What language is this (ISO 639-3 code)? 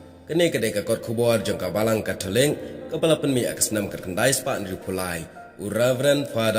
kha